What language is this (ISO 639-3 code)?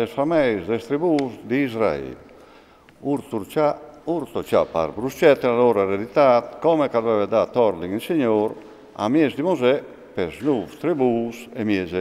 fur